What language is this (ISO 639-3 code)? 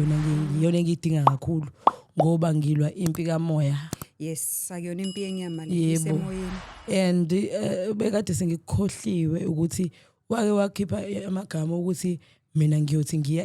zul